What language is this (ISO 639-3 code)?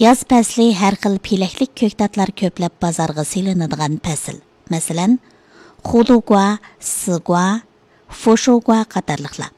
uig